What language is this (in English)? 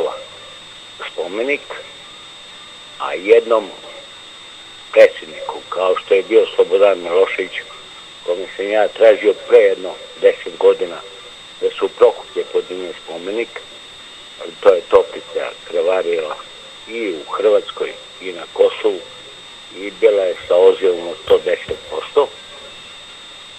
Serbian